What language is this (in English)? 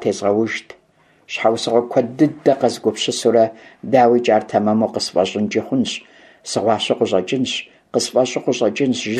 Kabardian